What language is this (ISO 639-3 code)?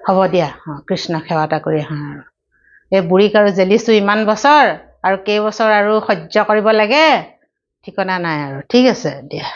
asm